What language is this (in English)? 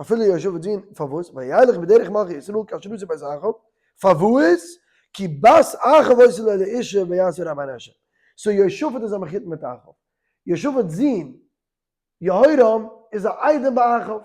Yiddish